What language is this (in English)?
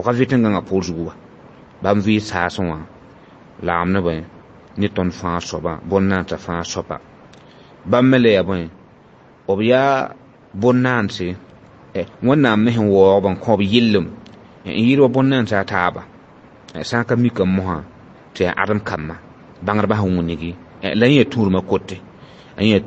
Mossi